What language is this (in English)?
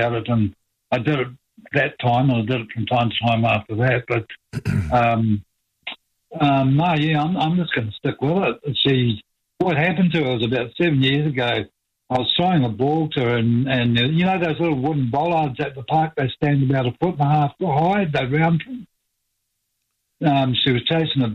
English